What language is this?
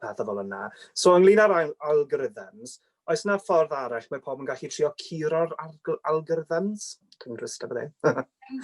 Welsh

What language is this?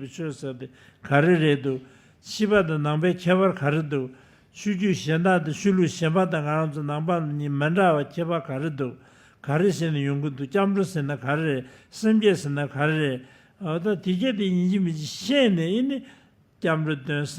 Tibetan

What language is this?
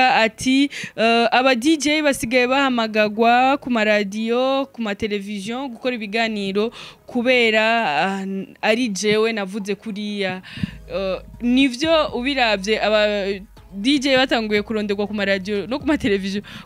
Rundi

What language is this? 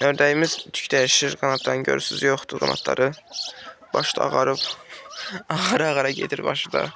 Azerbaijani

